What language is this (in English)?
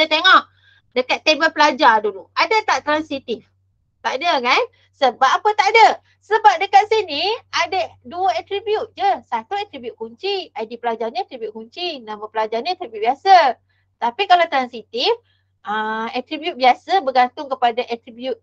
Malay